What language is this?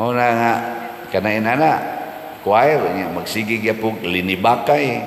Cebuano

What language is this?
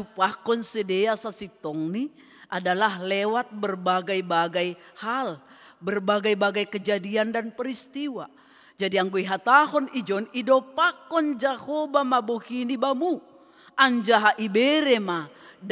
Batak Simalungun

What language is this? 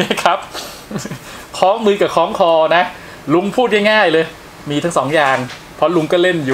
Thai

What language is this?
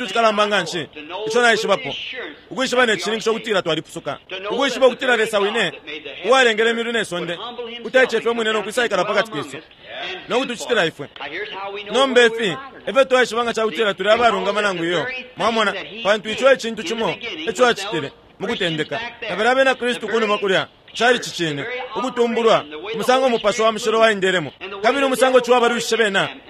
Bemba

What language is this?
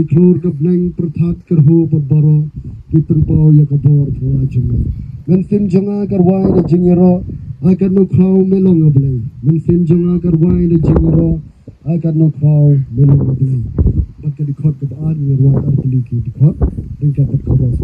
Khasi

